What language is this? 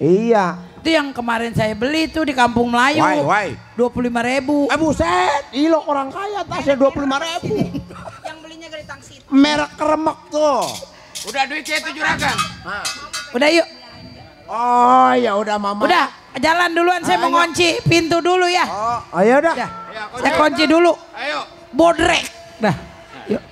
Betawi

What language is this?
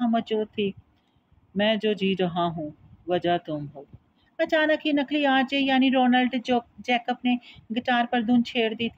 Urdu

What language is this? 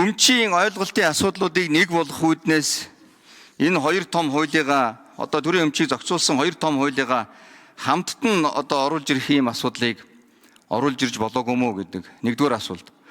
Mongolian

